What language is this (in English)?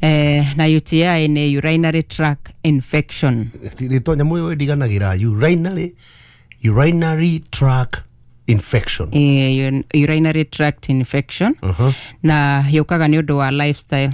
Kikuyu